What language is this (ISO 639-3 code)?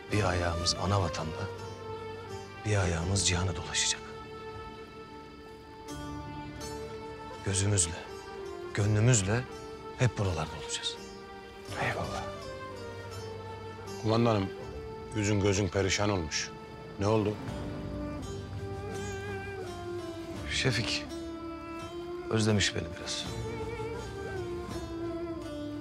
tur